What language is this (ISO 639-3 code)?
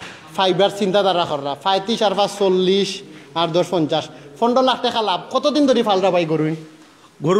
syl